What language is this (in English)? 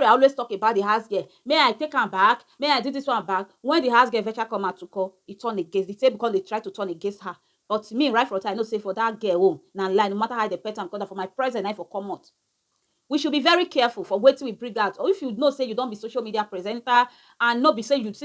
Nigerian Pidgin